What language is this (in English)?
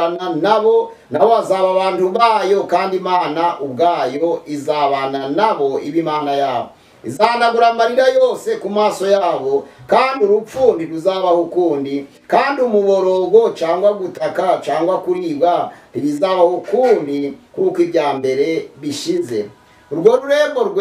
Kinyarwanda